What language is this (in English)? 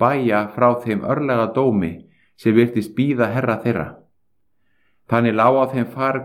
Icelandic